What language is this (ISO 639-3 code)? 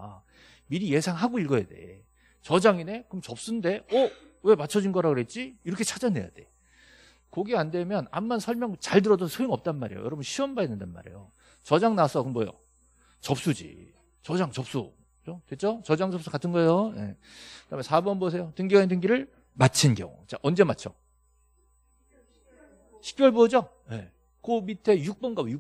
kor